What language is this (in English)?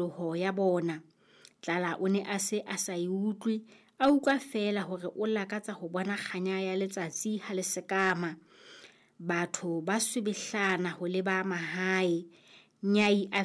Southern Sotho